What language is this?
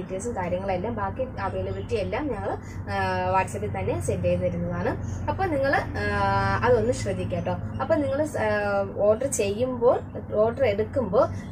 Malayalam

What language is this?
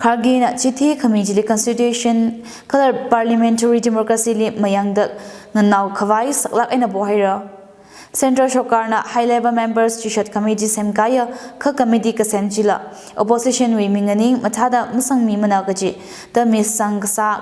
Tangkhul Naga (India)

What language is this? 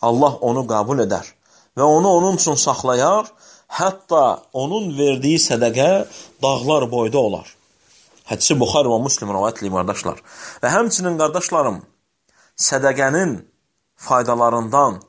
Azerbaijani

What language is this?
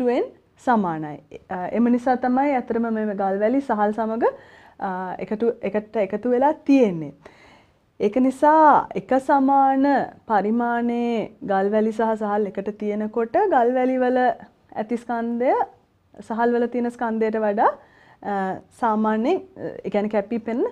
Sinhala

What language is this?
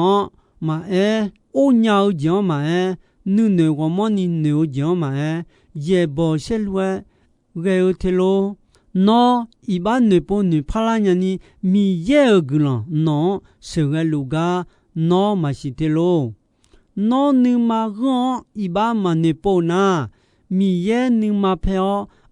Akha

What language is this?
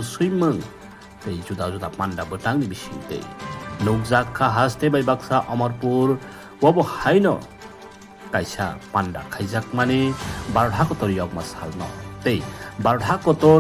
Kok Borok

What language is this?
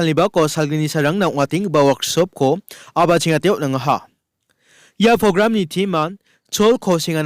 Garo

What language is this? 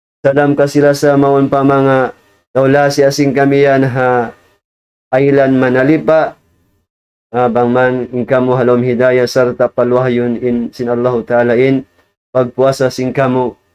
Tausug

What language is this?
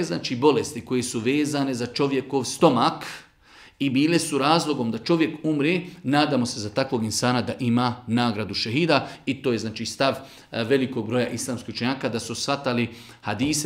Bosnian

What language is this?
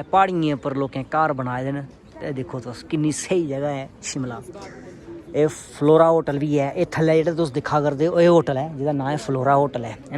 Dogri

